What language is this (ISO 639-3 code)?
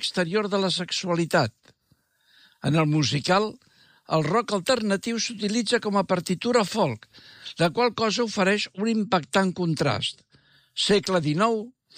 cat